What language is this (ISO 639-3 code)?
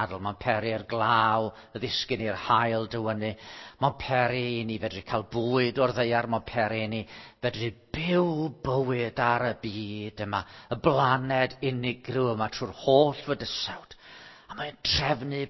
cym